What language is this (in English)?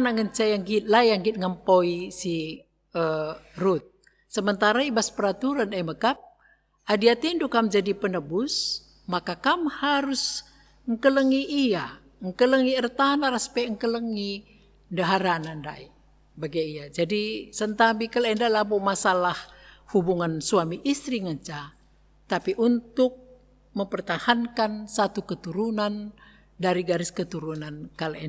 Batak Karo